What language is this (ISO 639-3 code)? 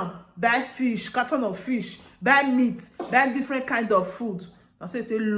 pcm